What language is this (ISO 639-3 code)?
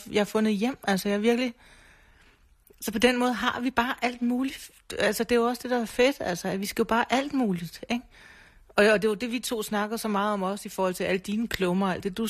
dan